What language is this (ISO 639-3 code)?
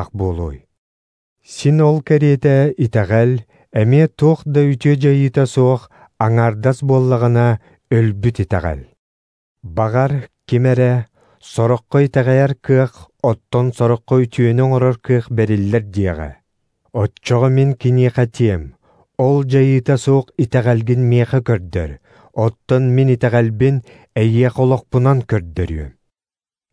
sah